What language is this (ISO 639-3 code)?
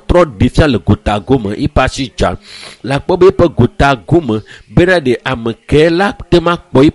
ewe